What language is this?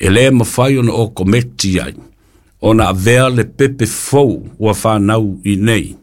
Samoan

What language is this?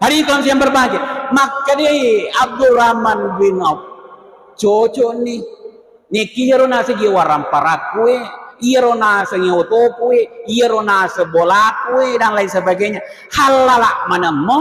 Buginese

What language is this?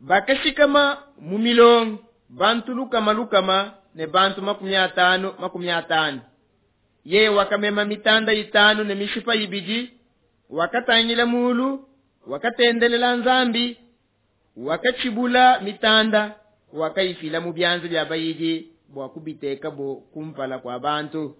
Luba-Lulua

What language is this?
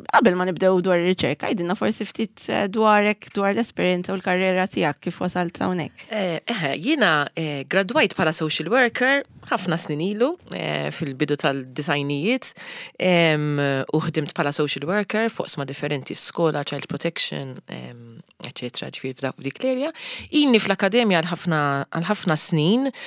Maltese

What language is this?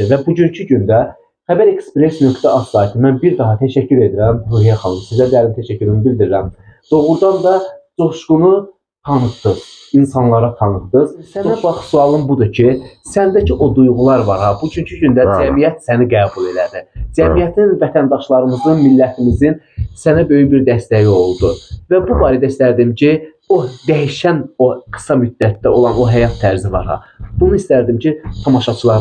Azerbaijani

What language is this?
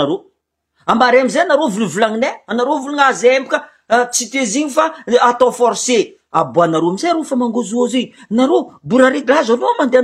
Malagasy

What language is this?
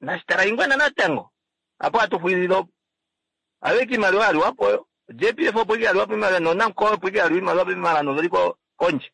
Kuanyama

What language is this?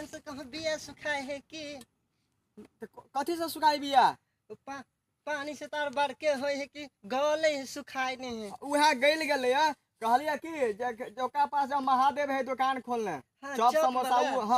Maithili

